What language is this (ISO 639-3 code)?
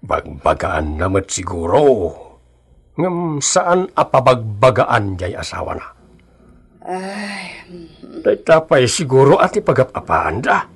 ilo